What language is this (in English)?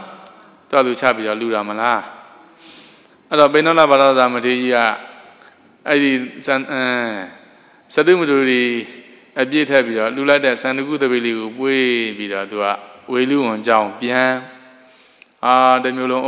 Burmese